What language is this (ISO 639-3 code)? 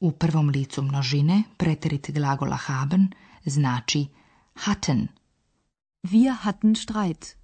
slv